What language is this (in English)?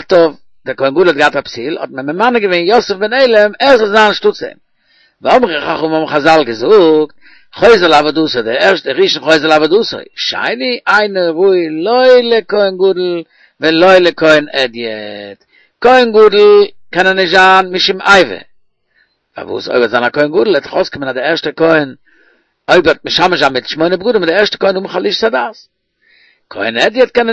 Yiddish